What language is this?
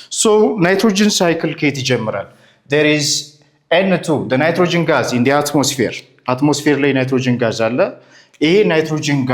Amharic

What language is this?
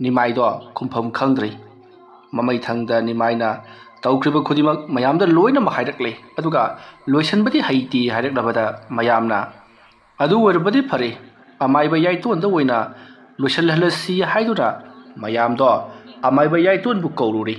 Manipuri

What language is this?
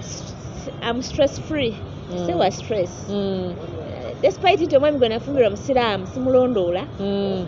Ganda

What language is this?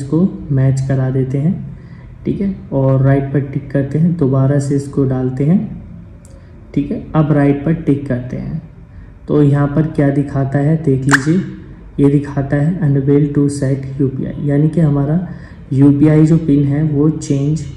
Hindi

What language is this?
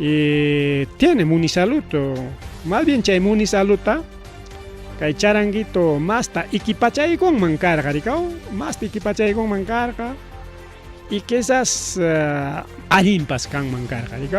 Ayacucho Quechua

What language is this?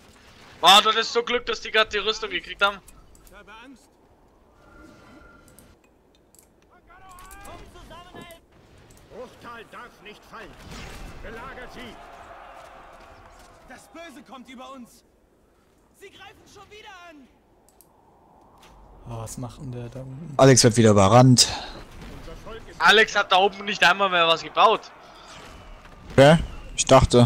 German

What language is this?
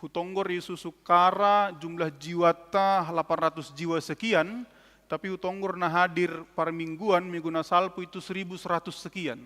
Batak Simalungun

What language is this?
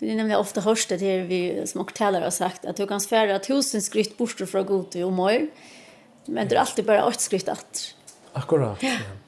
Faroese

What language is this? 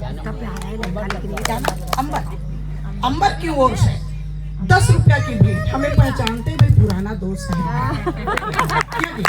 Chhattisgarhi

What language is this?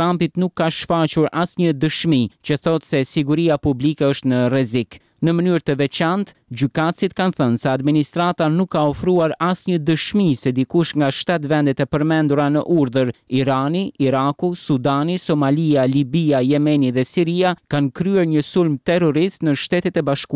Albanian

